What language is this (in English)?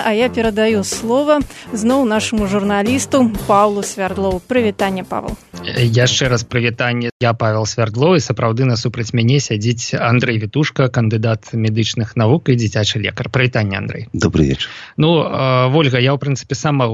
Belarusian